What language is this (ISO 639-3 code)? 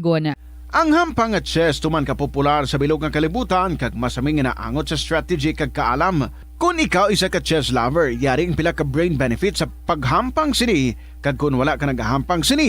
hil